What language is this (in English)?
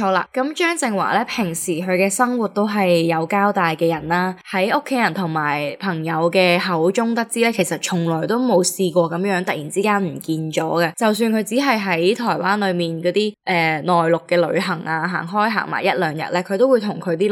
Cantonese